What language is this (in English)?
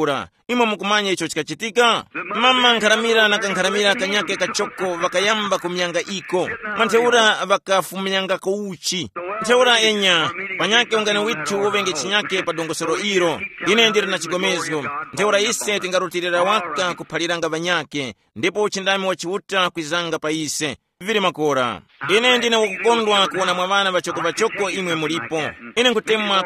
Tumbuka